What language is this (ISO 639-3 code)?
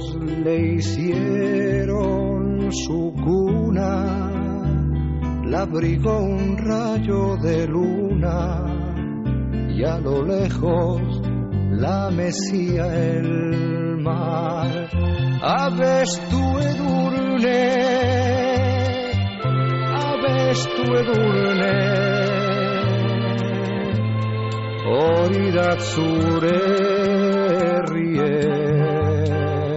eus